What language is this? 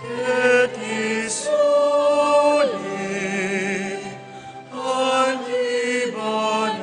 Pampanga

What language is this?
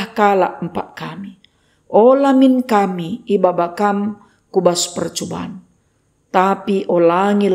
Batak Karo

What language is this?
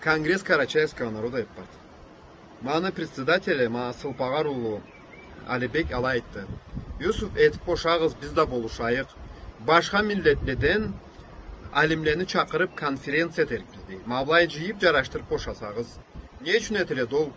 Karachay-Balkar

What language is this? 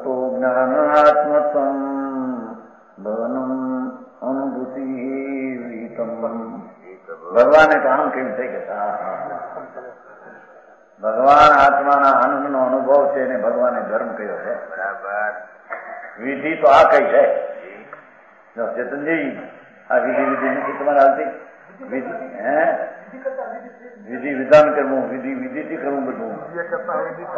Gujarati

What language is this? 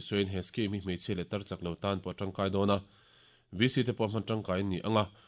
Mizo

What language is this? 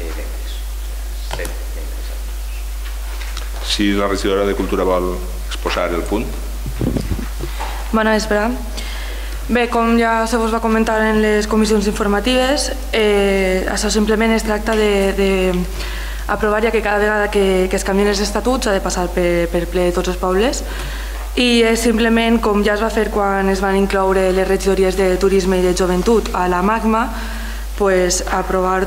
Catalan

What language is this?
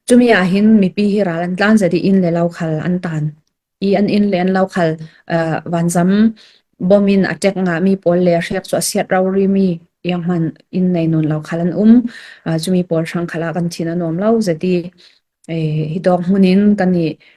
Falam Chin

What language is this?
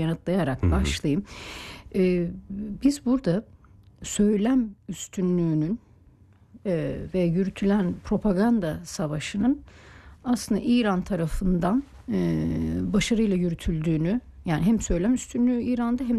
Turkish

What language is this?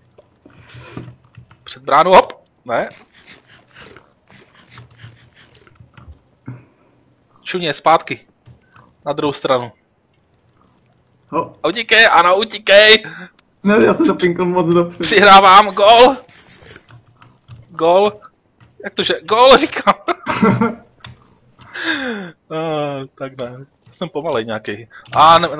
Czech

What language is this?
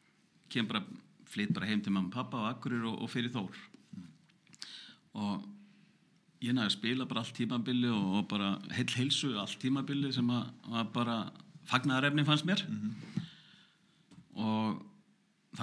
Icelandic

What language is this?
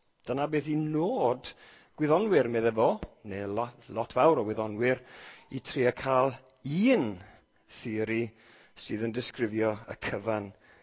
Welsh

